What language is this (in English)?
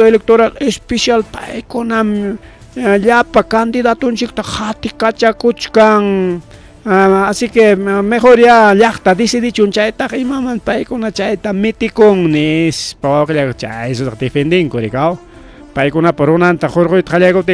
Ayacucho Quechua